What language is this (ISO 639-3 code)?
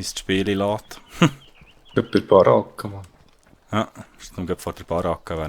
gsw